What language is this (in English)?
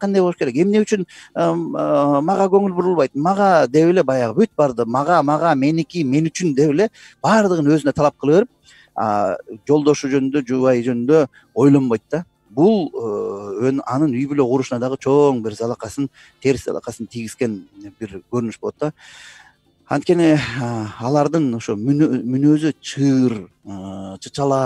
Kyrgyz